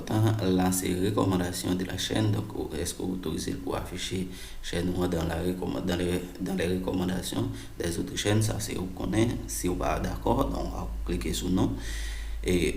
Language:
Haitian Creole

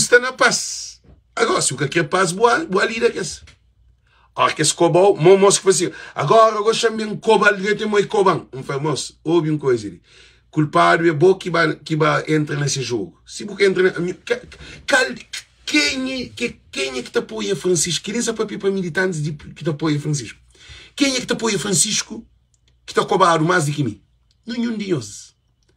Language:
Kabuverdianu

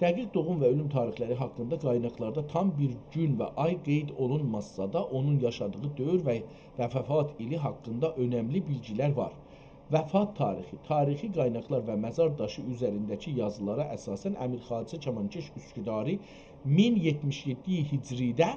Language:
South Azerbaijani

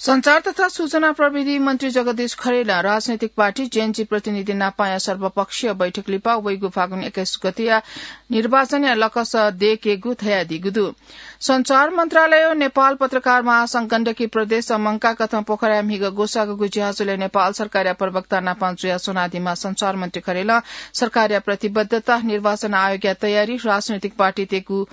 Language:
Newari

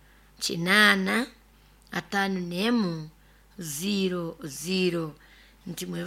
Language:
Nyoro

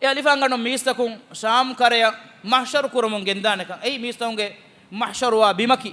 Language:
Divehi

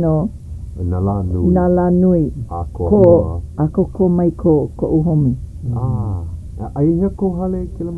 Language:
Hawaiian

